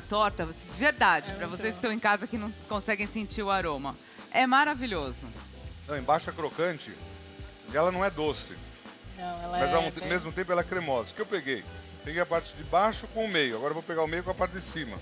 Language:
Portuguese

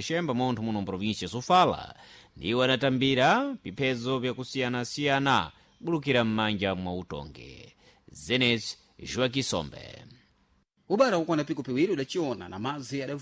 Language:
Sena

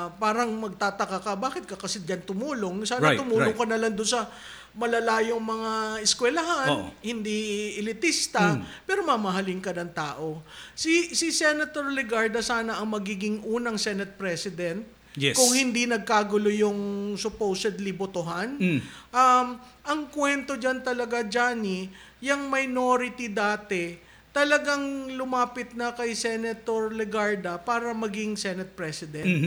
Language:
Filipino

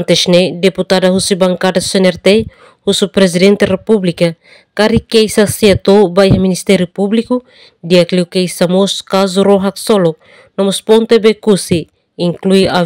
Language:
Tetum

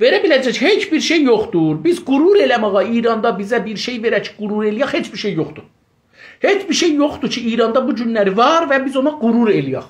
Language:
South Azerbaijani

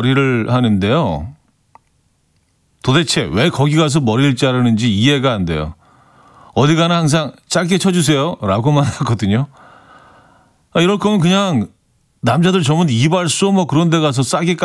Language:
Korean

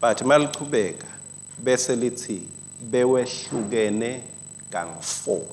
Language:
Swati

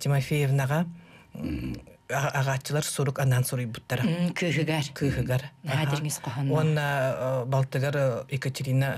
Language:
Yakut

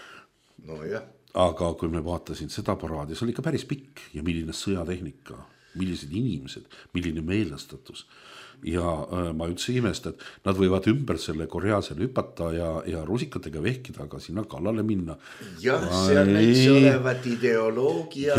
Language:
Estonian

